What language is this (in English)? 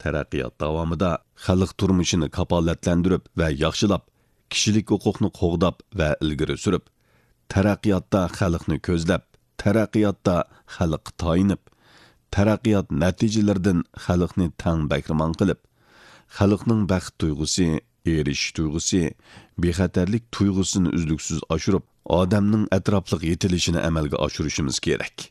Uyghur